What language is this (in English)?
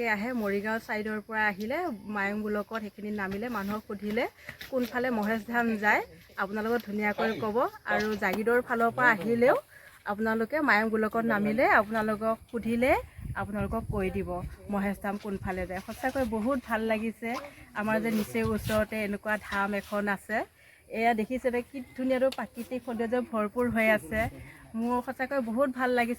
Assamese